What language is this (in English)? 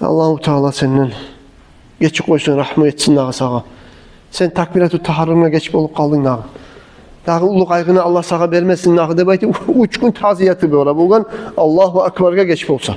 Kumyk